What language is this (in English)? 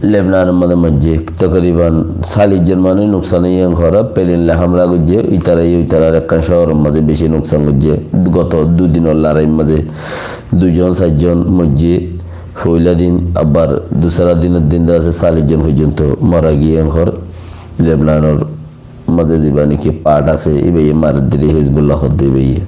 Rohingya